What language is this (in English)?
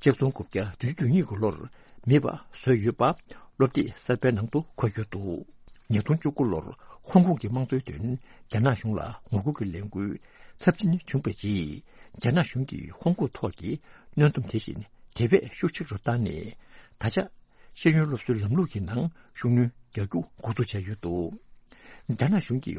Tibetan